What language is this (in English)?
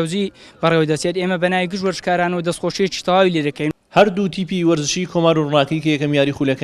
Central Kurdish